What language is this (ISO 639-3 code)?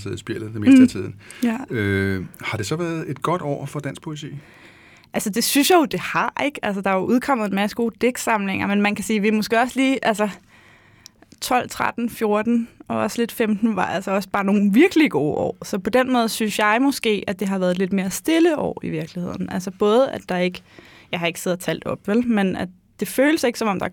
dan